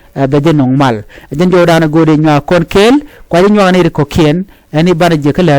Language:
Nuer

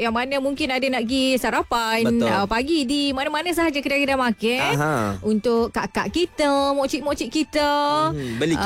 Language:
Malay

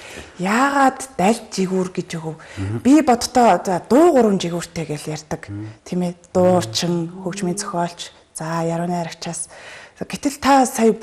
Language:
Mongolian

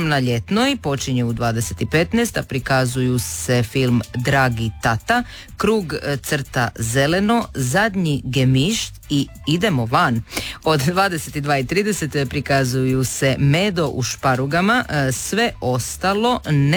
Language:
Croatian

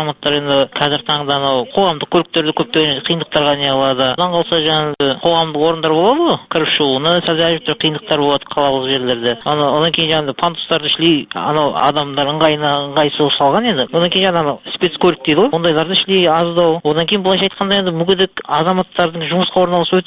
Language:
Kazakh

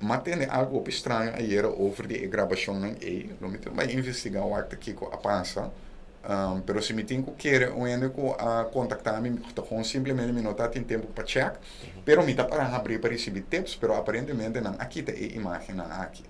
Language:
Papiamento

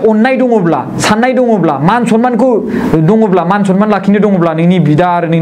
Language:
Bodo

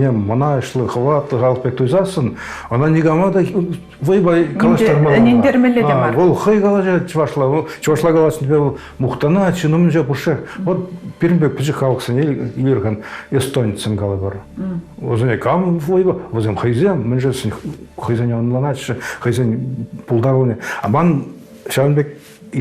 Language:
Chuvash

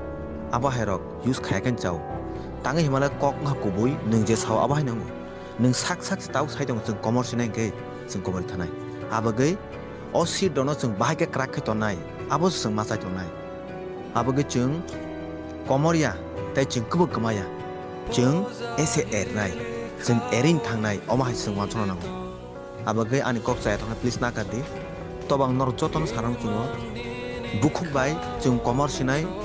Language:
Kok Borok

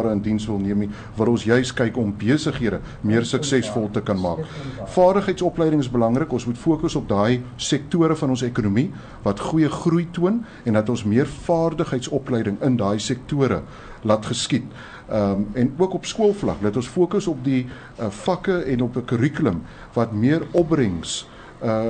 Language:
Afrikaans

